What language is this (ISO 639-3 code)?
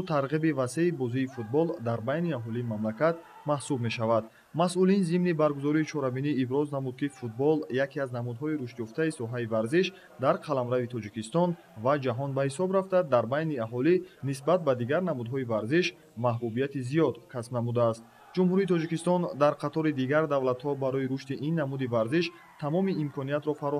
tgk